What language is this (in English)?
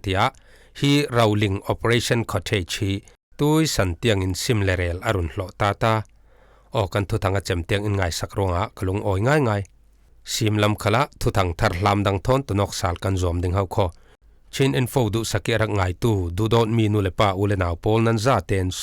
Falam Chin